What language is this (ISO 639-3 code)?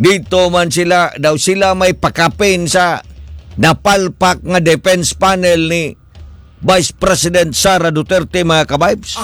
ceb